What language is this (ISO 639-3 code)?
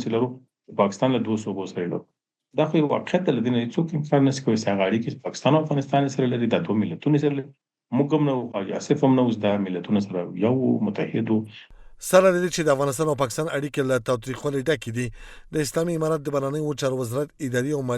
pus